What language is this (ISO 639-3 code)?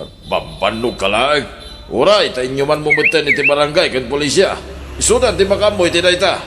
ilo